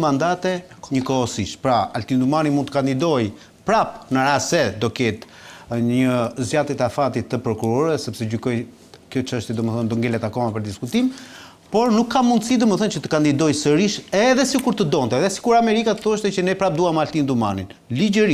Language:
Albanian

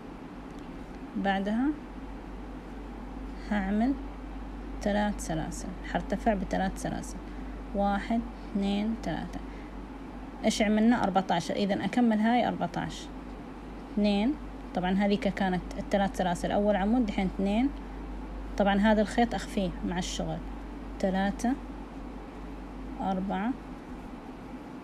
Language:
Hijazi Arabic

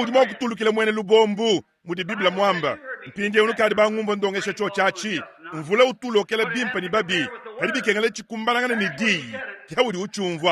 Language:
Luba-Lulua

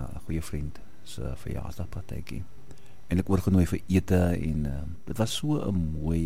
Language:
Afrikaans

